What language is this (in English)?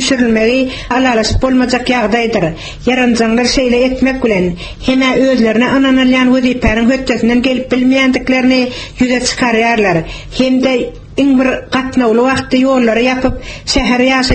Turkmen